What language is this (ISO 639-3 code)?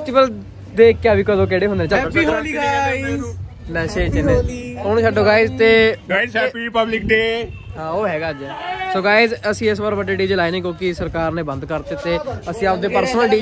pan